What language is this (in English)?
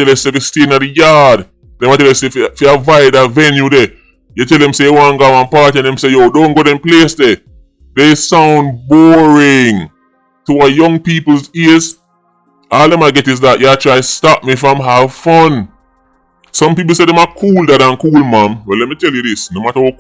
Jamaican Creole English